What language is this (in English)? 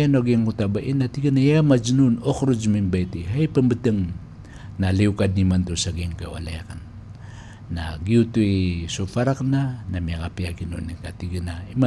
Maranao